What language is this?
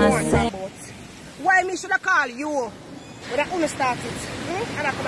Jamaican Creole English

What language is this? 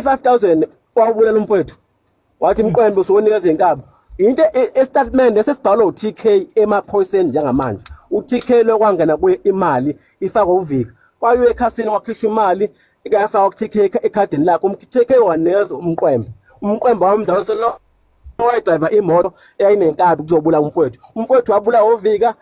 Zulu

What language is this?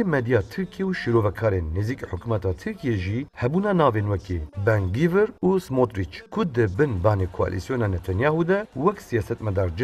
Kurdish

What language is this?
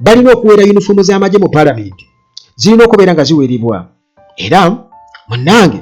Ganda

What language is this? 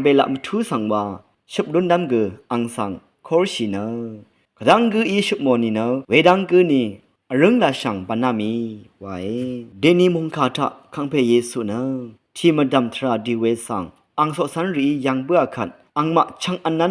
Rawang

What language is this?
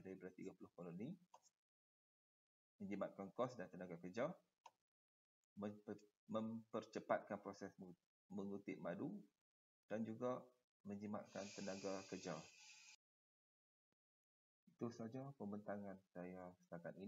Malay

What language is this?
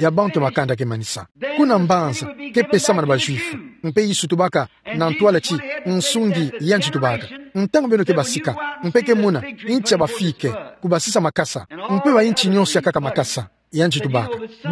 Kituba (Democratic Republic of Congo)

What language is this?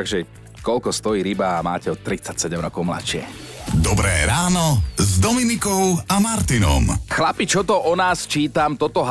Slovak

